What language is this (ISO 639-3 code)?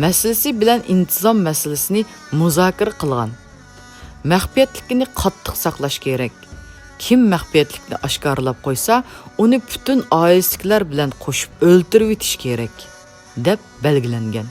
uig